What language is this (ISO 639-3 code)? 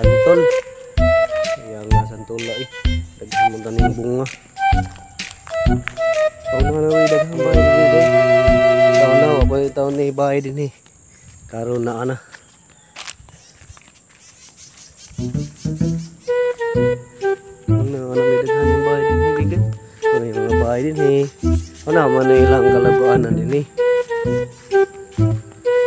ceb